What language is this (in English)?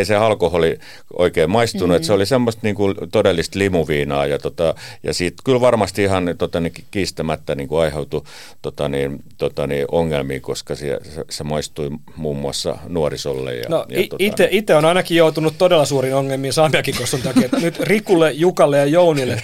Finnish